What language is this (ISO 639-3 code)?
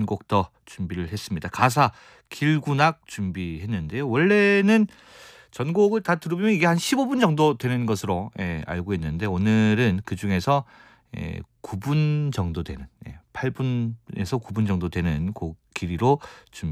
kor